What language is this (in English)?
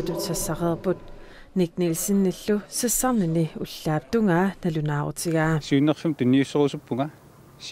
Kalaallisut